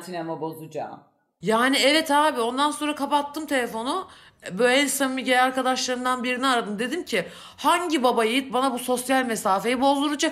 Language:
Turkish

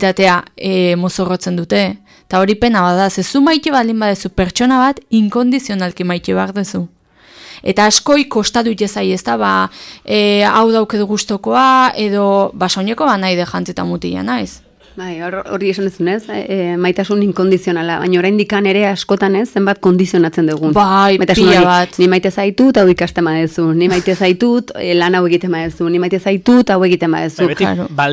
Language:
Basque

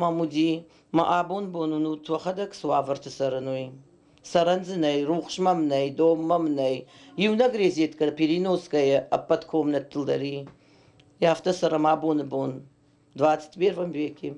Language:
Ossetic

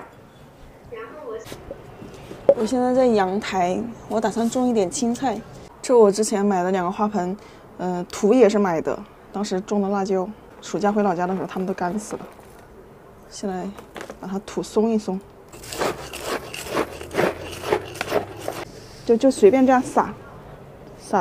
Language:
Chinese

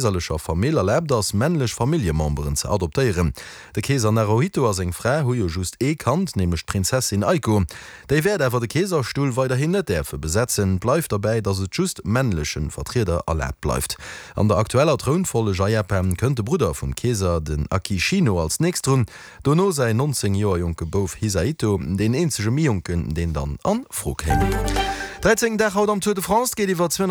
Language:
Luxembourgish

